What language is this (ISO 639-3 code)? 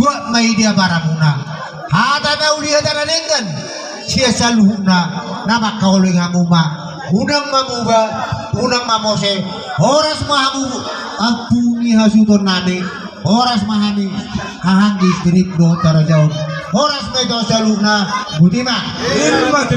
bbc